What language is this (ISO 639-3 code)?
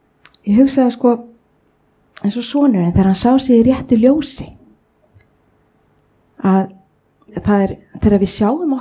isl